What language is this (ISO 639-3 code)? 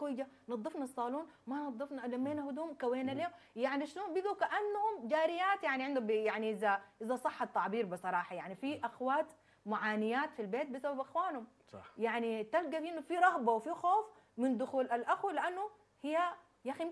apd